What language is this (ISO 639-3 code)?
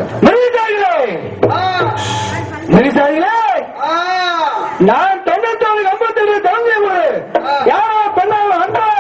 tam